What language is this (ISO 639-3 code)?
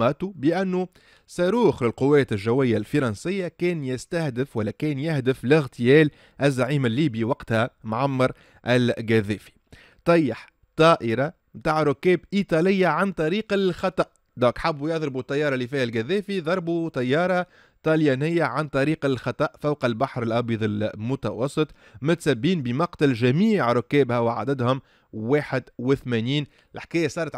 aeb